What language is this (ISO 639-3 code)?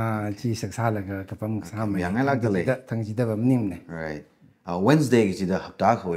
nmf